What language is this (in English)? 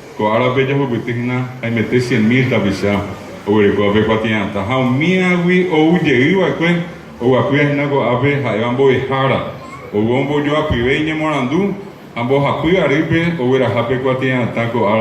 Guarani